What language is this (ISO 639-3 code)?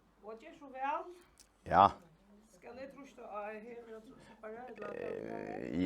fao